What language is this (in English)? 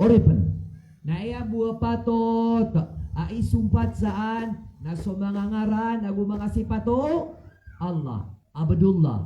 Maranao